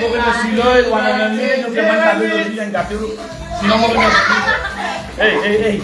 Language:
Morisyen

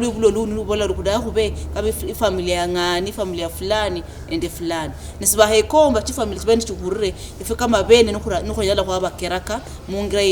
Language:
Luyia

